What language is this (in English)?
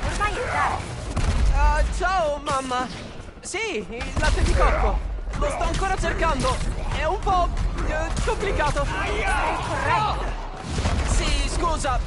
Italian